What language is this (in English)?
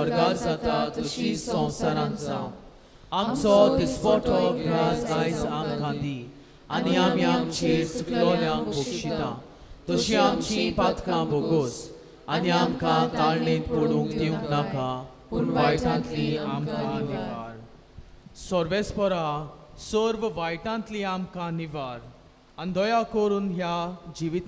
Konkani